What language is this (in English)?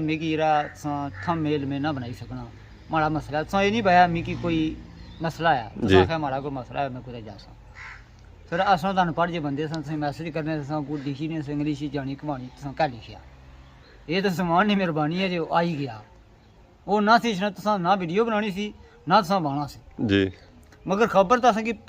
Pahari-Potwari